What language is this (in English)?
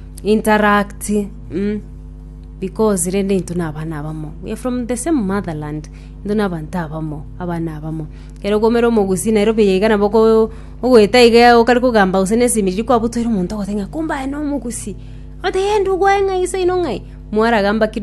Gusii